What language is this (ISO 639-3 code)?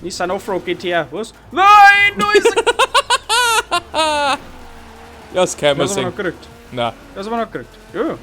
bar